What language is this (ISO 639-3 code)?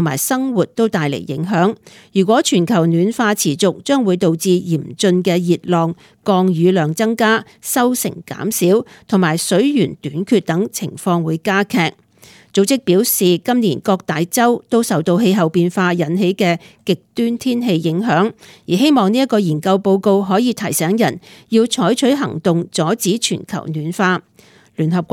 yue